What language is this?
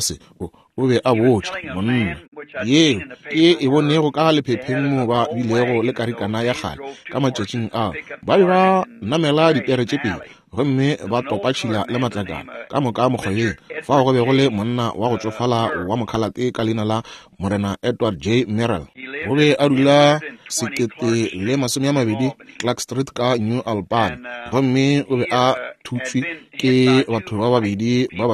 Northern Sotho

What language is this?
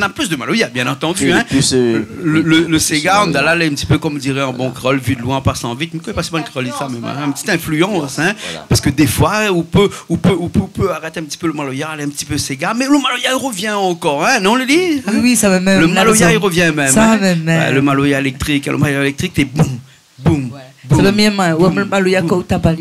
Réunion Creole French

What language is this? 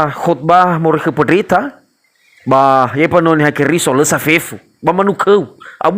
Nias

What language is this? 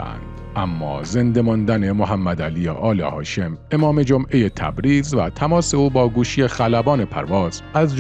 Persian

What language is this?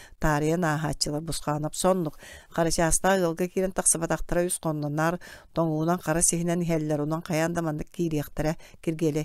Yakut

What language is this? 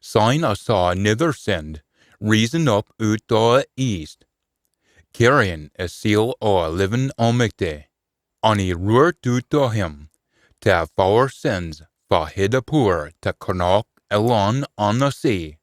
Scots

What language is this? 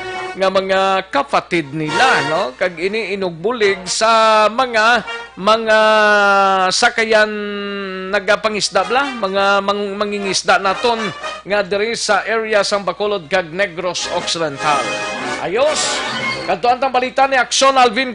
Hiligaynon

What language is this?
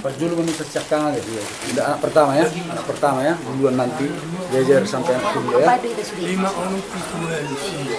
Batak Toba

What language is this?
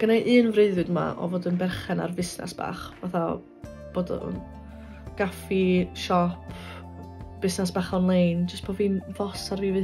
Welsh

